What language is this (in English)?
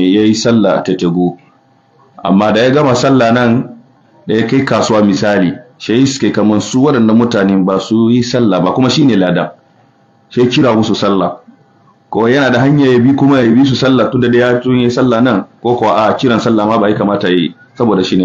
Hausa